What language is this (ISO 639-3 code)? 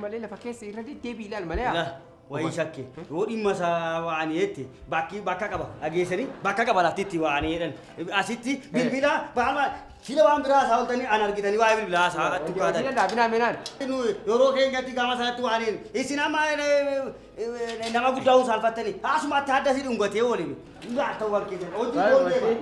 orm